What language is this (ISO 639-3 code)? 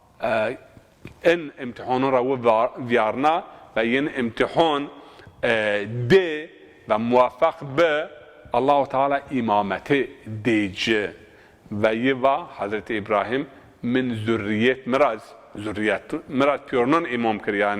zza